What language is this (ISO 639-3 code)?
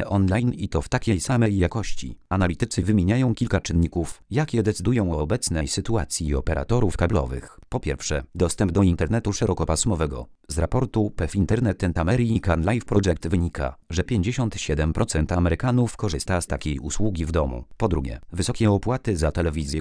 pol